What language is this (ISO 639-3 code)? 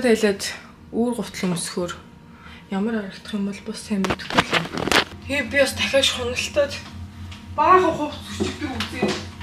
mon